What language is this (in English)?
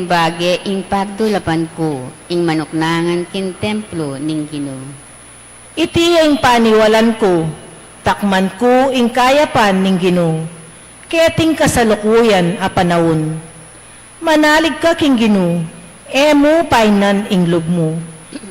Pampanga